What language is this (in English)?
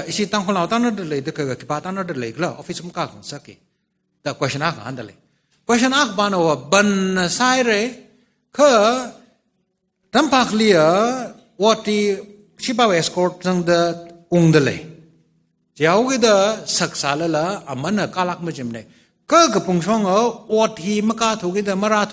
Tangkhul Naga (India)